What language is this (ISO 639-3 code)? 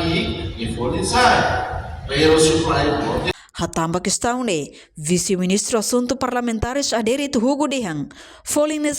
tet